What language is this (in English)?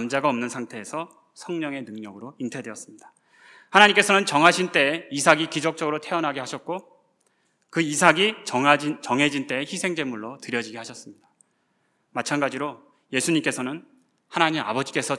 Korean